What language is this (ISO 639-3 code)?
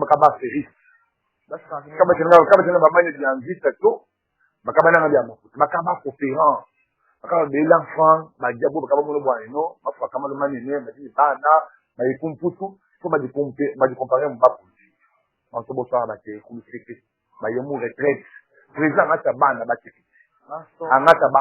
lua